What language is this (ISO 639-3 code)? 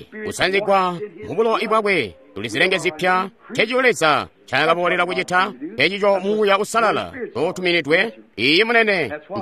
toi